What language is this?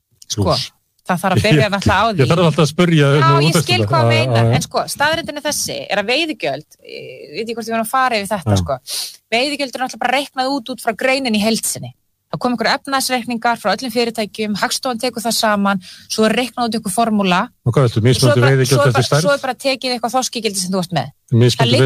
Icelandic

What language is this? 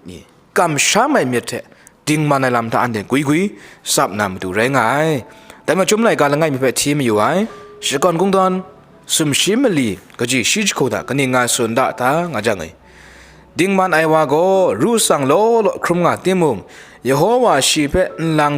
Kachin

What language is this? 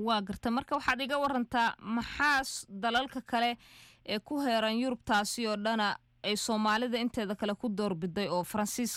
Somali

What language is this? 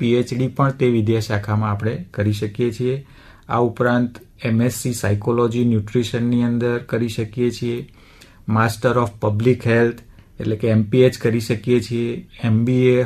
Gujarati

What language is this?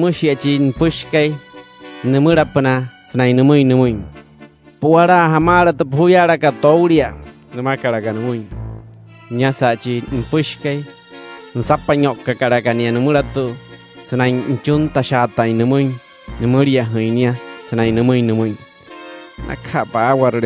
Wayuu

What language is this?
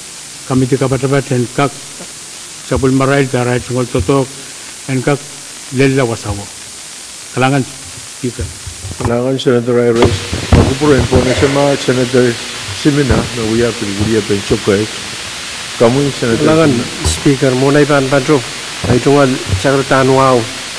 Pohnpeian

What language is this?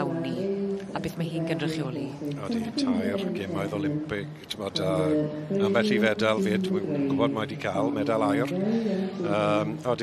Welsh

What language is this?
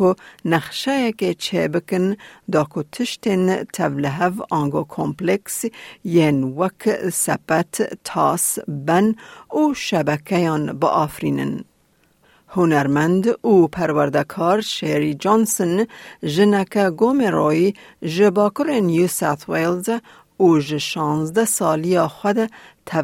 Kurdish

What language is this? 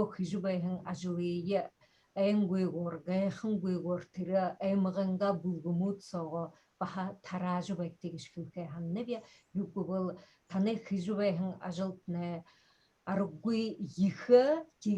Buriat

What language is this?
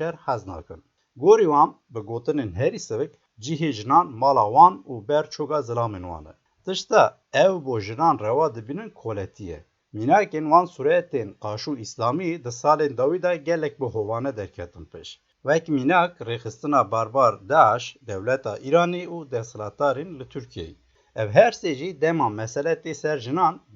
Kurdish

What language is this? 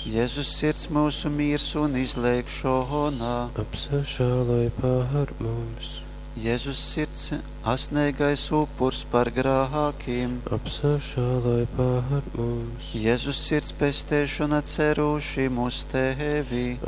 Latgalian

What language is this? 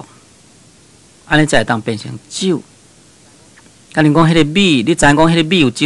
Min Nan Chinese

